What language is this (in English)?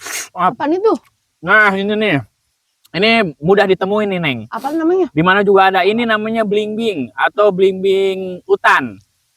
Betawi